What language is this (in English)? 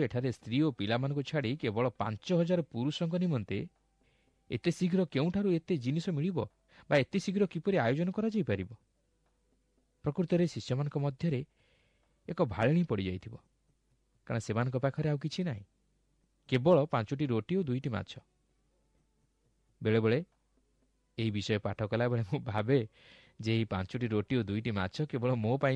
Odia